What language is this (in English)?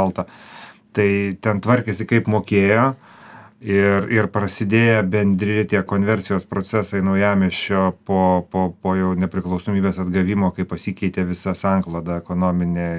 Lithuanian